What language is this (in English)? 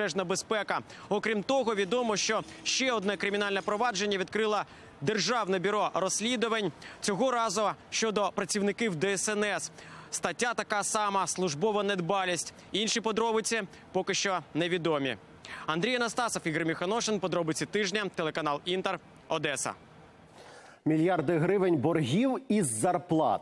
Ukrainian